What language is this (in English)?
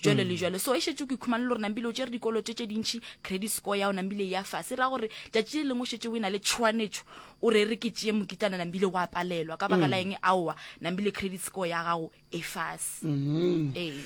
Northern Sotho